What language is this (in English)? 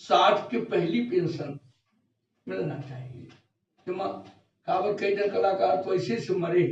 Chhattisgarhi